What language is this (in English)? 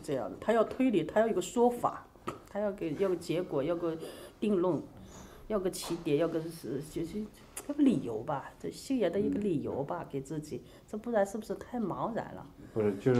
Chinese